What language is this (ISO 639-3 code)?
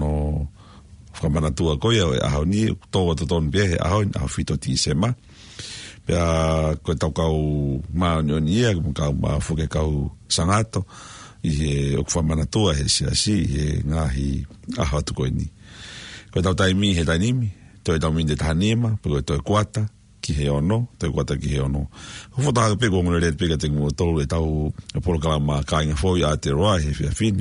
ton